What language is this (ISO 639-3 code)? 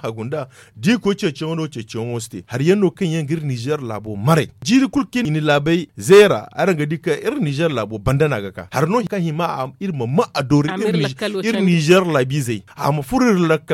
dje